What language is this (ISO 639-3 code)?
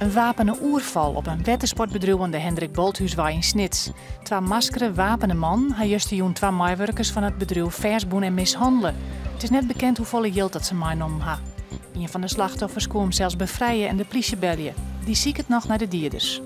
fry